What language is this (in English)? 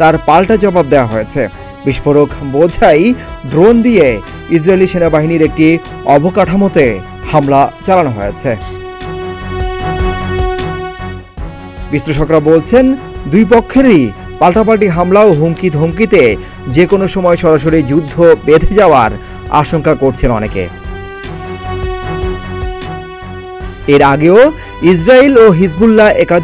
Bangla